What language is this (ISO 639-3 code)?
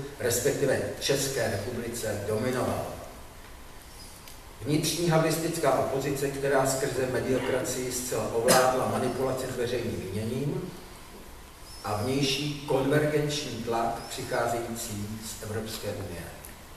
ces